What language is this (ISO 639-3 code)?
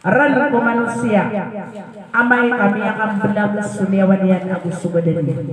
mrw